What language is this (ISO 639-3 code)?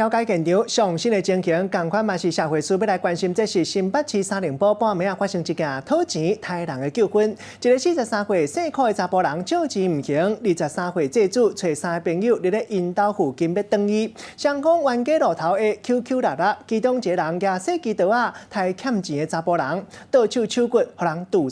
nan